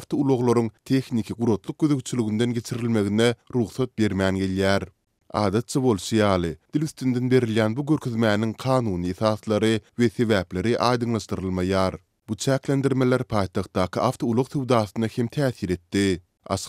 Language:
Turkmen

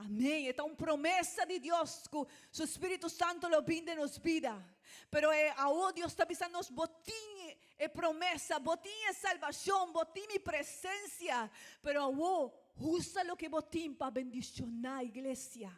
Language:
Papiamento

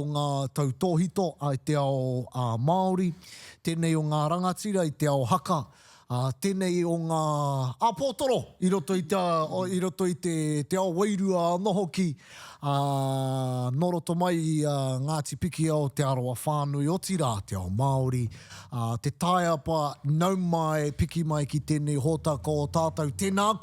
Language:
Māori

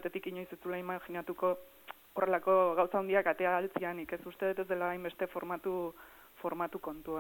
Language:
Basque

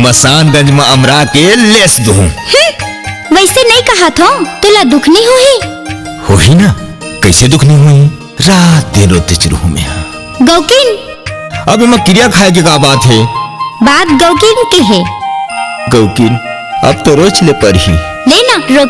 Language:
Chhattisgarhi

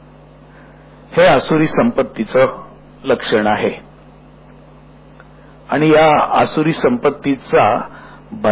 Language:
Marathi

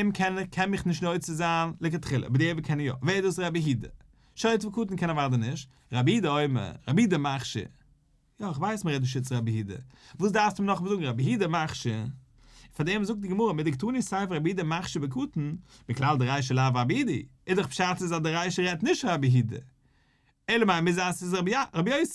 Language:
Yiddish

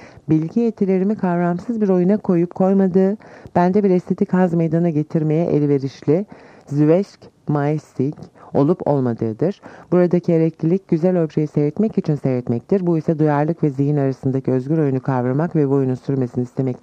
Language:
Turkish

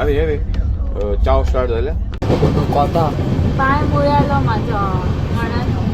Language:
Konkani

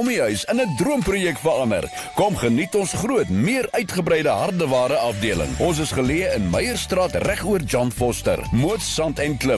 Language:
Afrikaans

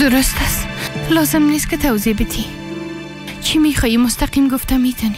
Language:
Persian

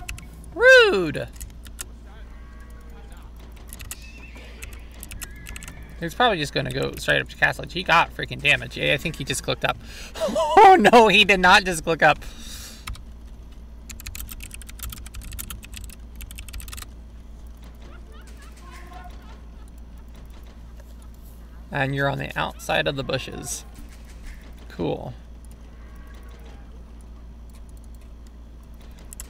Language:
English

